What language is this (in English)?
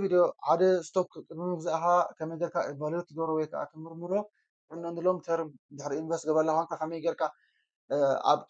Tigrinya